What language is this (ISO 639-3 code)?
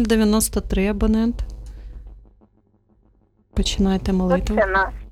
ukr